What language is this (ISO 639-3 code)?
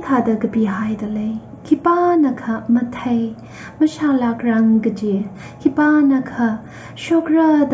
nmf